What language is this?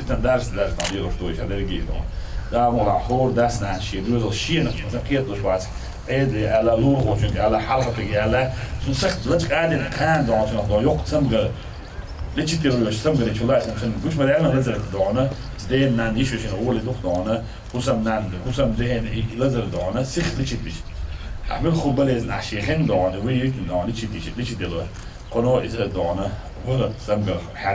Chechen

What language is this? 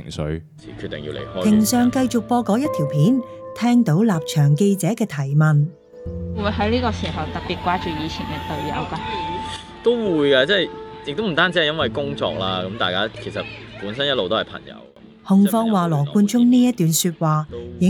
Cantonese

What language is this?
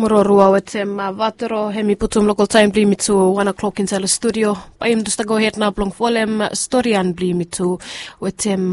Bislama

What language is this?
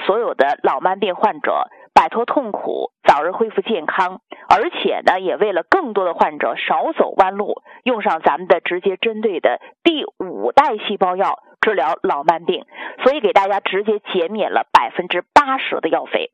Chinese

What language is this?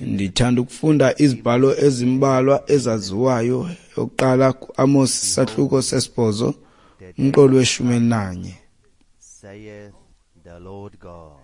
Xhosa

